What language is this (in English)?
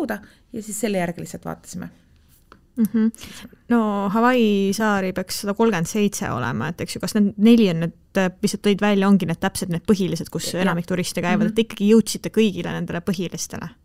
Estonian